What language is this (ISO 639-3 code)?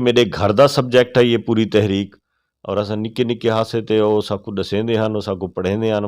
skr